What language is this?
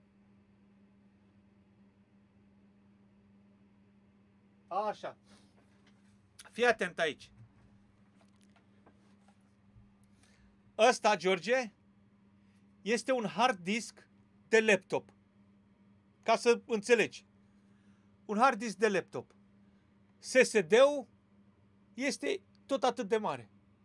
Romanian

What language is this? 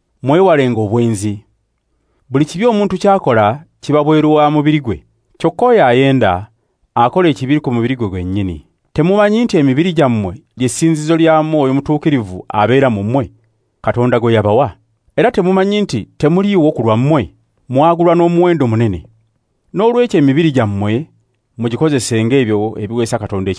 Ganda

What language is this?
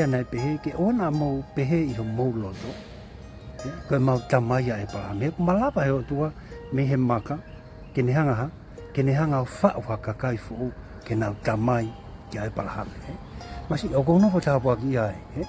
Tongan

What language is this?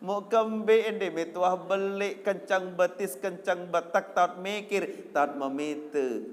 Sasak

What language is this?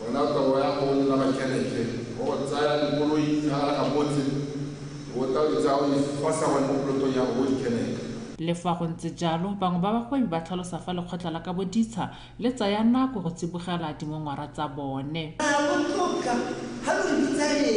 Tswana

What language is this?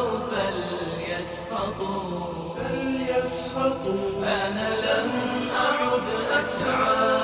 Arabic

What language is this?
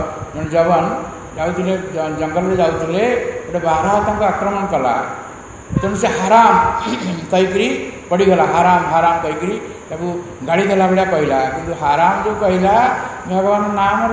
Odia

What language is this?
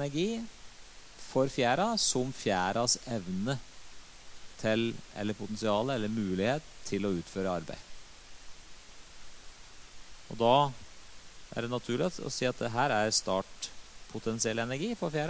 Norwegian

